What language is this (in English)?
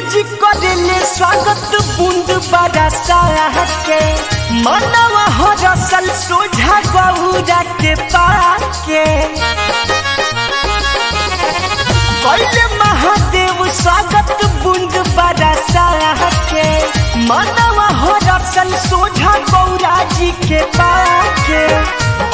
Bhojpuri